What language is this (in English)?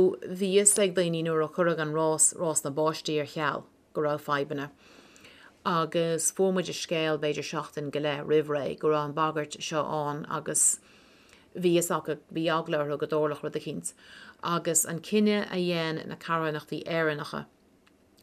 Irish